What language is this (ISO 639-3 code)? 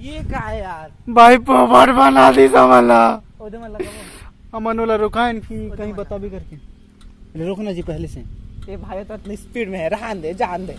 hne